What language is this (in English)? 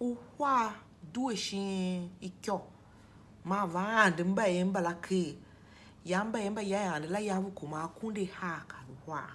Tiv